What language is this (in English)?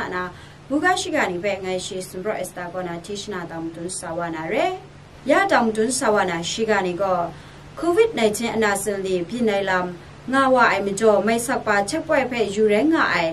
Kachin